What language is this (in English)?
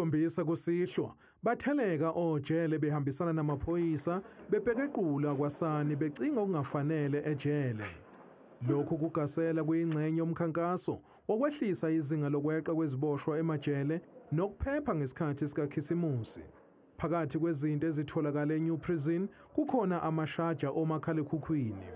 Zulu